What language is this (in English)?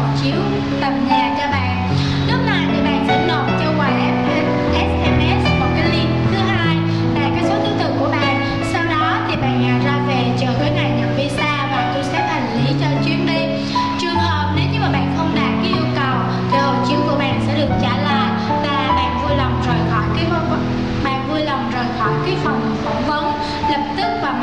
Vietnamese